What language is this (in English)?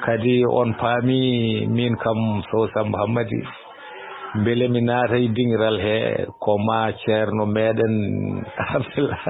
Fula